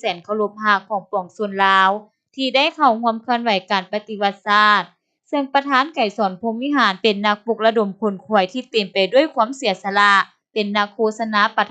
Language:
Lao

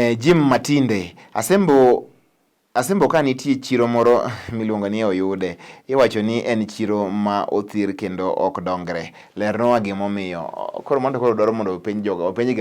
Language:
Luo (Kenya and Tanzania)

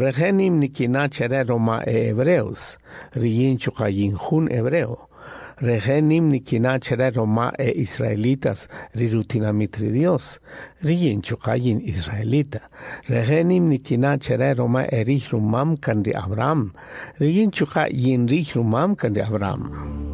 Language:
Kaqchikel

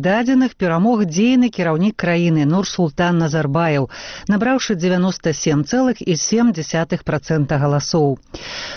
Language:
Belarusian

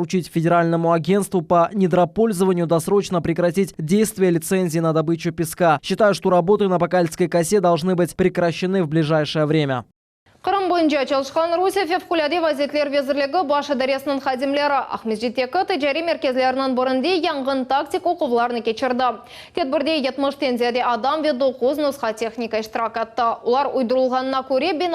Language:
Crimean Tatar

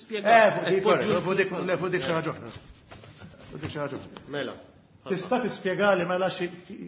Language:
Maltese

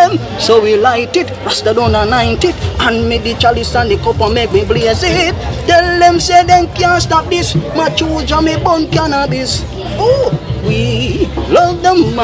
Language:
Jamaican Creole English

